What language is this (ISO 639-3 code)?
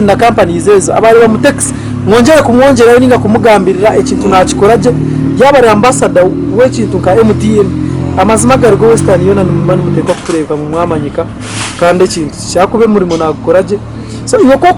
nyn